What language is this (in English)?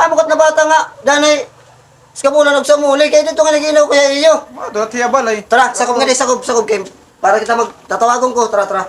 Waray